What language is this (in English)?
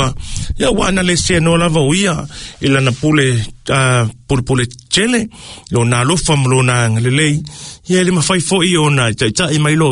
Samoan